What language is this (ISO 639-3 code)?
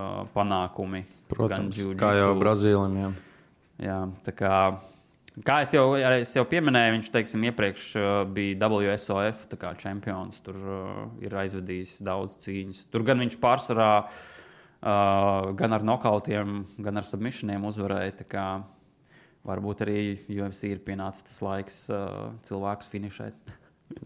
lav